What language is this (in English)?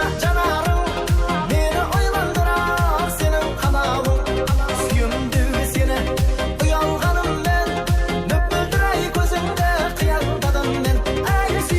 Kara-Kalpak